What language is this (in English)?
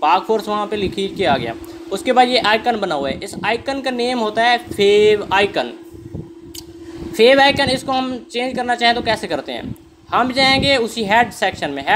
Hindi